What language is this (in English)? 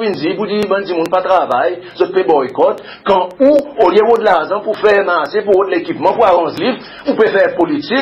Seselwa Creole French